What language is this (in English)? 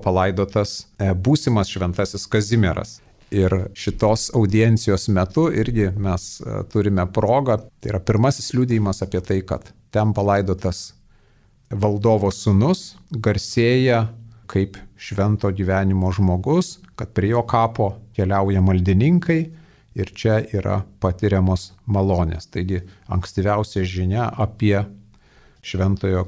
Lithuanian